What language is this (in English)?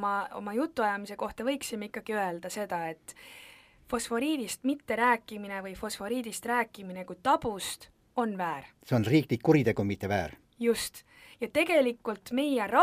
Estonian